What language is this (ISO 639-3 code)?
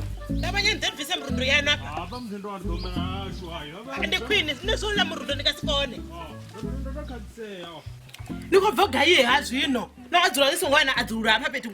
ven